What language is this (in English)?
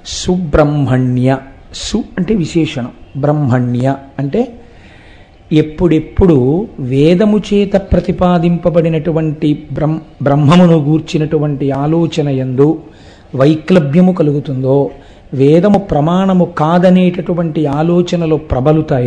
Telugu